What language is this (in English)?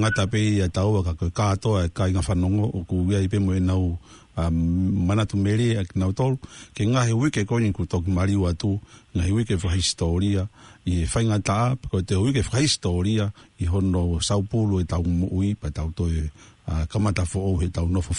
Tongan